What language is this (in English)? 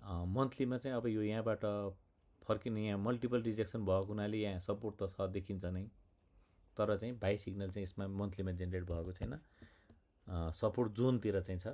Nepali